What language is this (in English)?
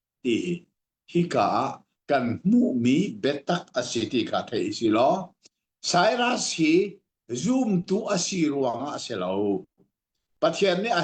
Hakha Chin